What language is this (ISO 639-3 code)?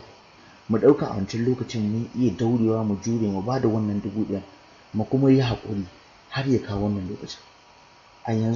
hau